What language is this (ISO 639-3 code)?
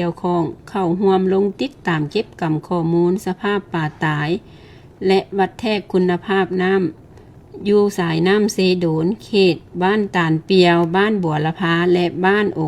lao